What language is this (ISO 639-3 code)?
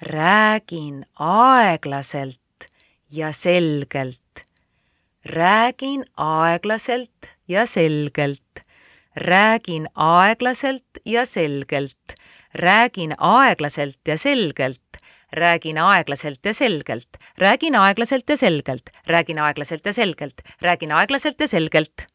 est